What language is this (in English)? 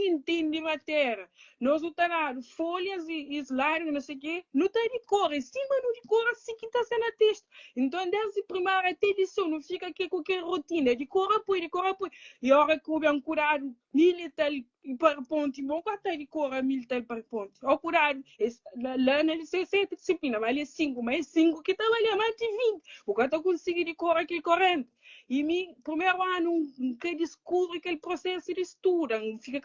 Kabuverdianu